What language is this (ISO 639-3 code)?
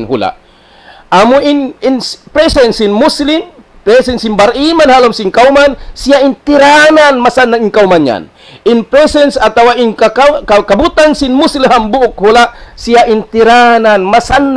tsg